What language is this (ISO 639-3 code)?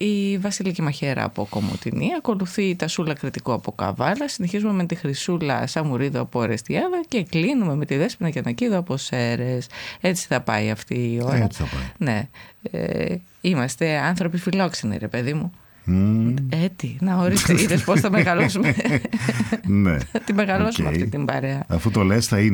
ell